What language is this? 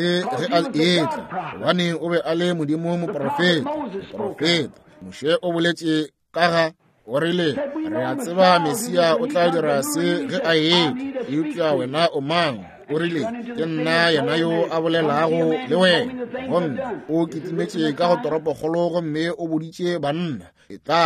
Northern Sotho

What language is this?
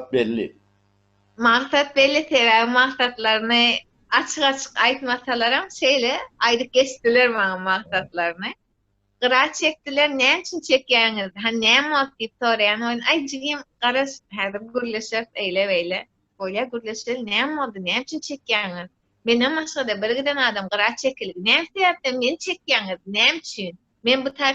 Turkmen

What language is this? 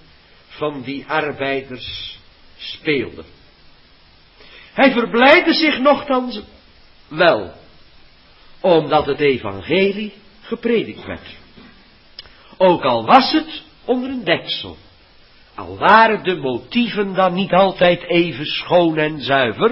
Dutch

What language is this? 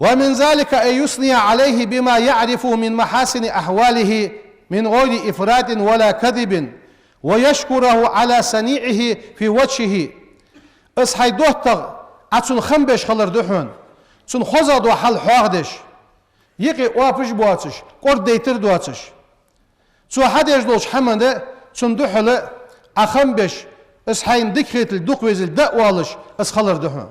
Ingush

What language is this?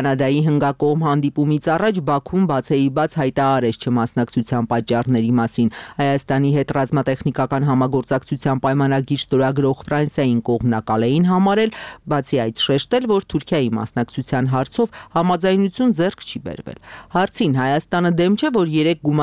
Armenian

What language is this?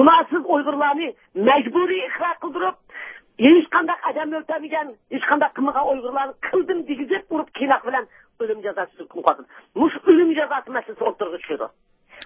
Uyghur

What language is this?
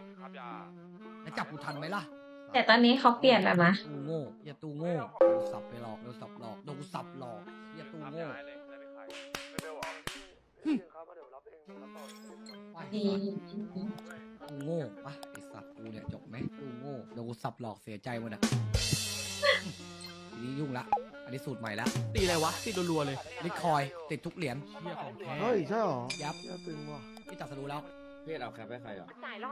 Thai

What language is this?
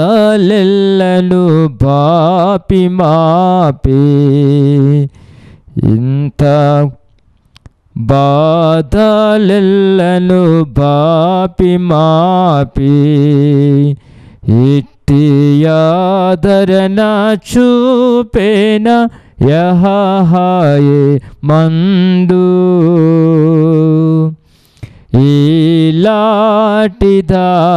Telugu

